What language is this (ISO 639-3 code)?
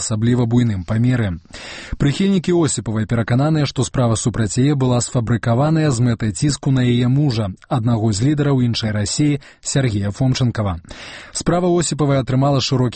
bel